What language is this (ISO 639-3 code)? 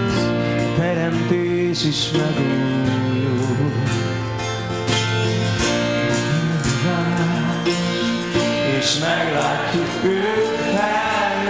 hun